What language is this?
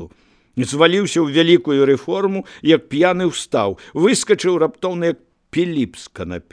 Belarusian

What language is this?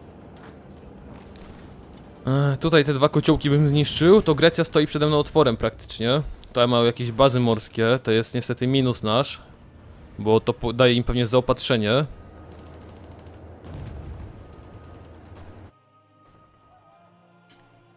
Polish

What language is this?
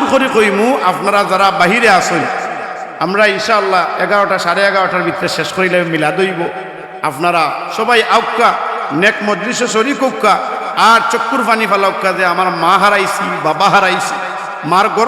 Sylheti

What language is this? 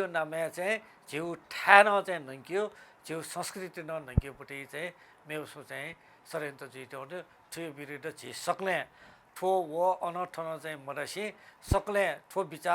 Newari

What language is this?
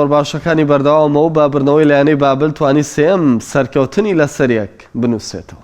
Central Kurdish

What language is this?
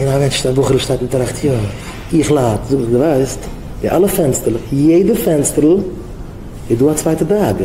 Yiddish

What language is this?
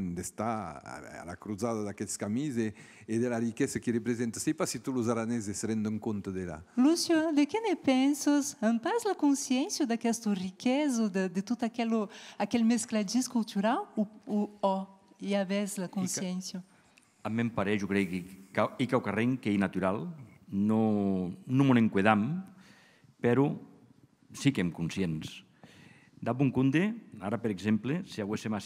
Occitan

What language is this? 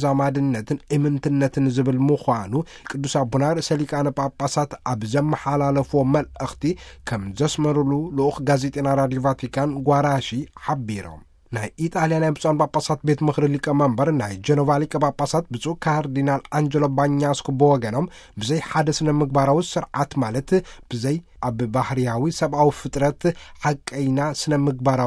Tigrinya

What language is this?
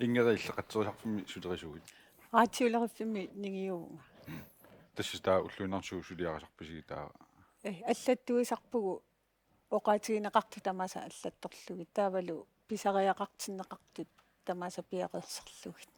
Kalaallisut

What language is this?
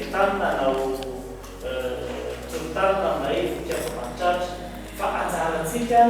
Malagasy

